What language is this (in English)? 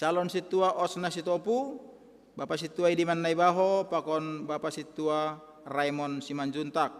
Batak Simalungun